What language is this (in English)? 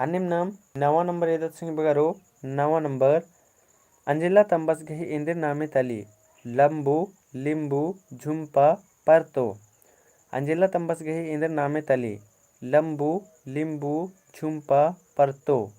Kurukh